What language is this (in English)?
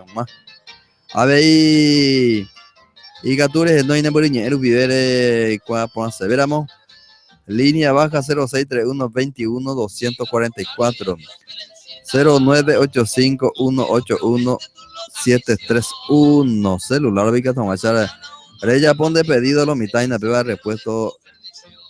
Guarani